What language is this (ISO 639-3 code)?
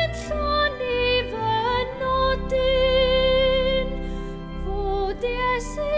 cym